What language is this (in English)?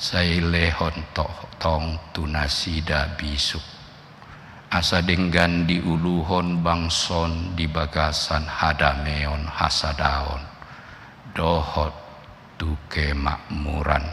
Batak Toba